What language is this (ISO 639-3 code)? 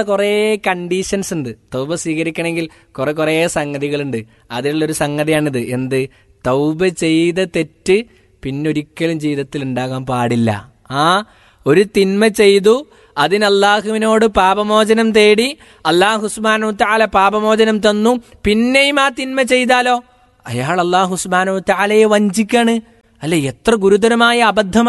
mal